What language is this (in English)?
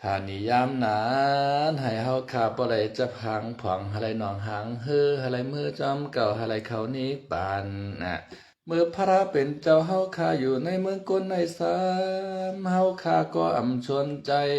Shan